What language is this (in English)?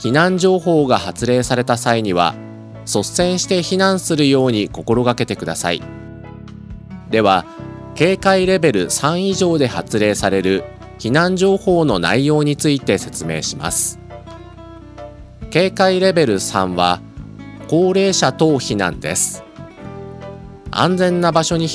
Japanese